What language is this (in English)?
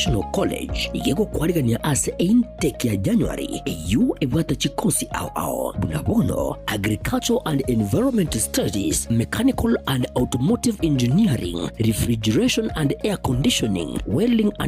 Gusii